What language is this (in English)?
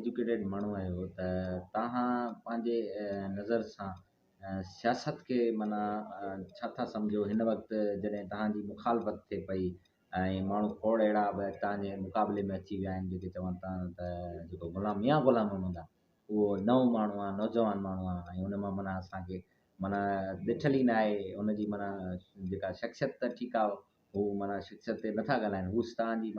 Sindhi